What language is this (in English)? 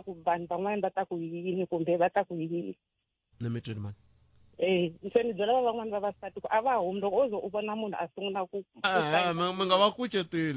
Tsonga